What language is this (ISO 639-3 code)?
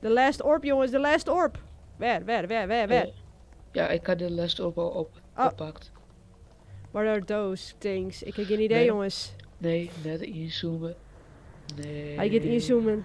fry